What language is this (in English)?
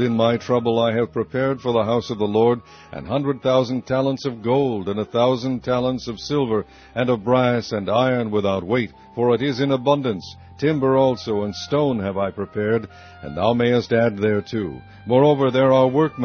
English